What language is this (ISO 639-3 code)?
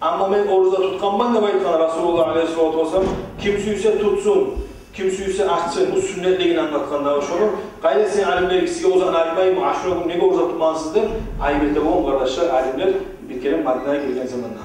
kum